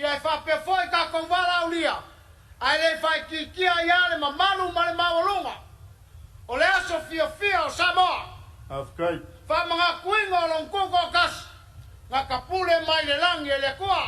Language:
Samoan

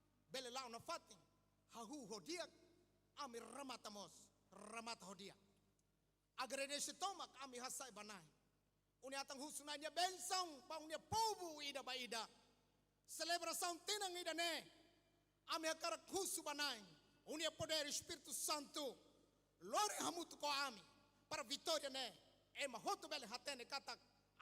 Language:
Tetum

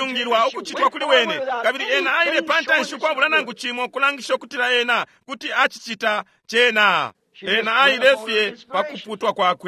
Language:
Bemba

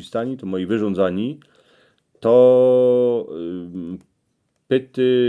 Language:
Silesian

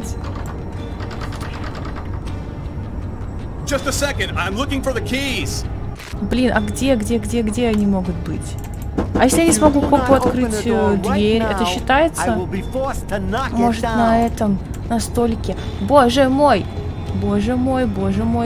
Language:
Russian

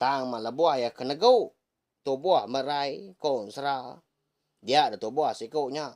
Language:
Iban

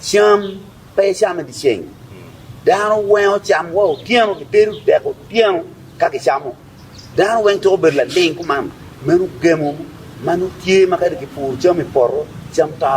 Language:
Acoli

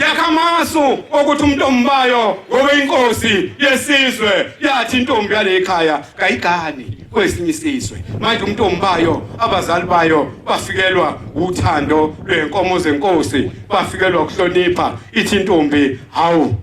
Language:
Zulu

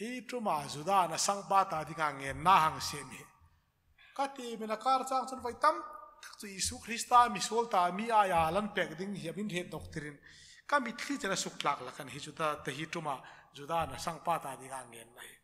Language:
Hmar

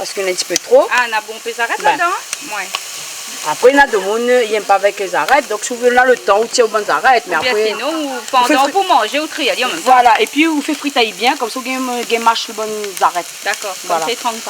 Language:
Réunion Creole French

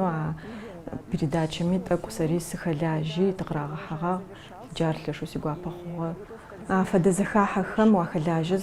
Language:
Adyghe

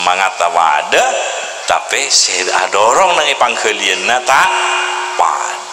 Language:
Madurese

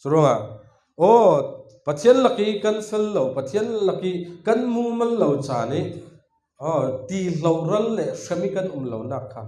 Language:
Falam Chin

